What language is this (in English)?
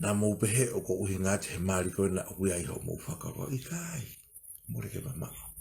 Tongan